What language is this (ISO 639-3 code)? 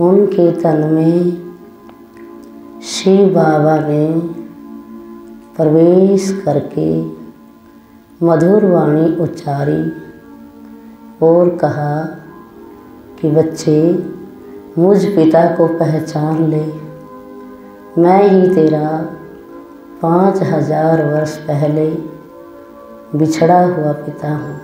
hin